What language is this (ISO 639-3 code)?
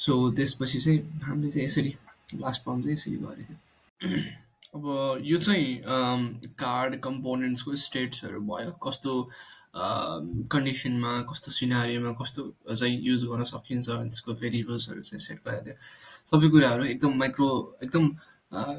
nep